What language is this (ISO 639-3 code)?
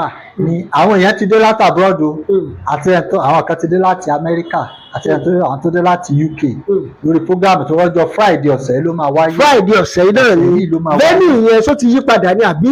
yor